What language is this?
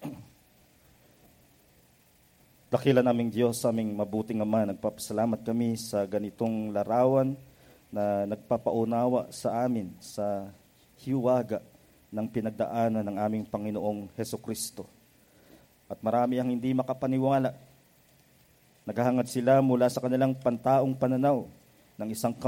Filipino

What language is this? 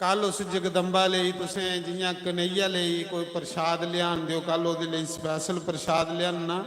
Dogri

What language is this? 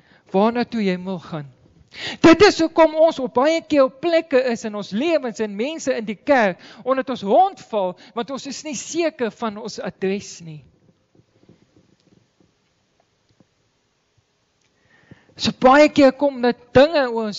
Afrikaans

